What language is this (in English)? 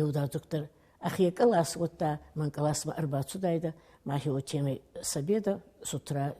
Ossetic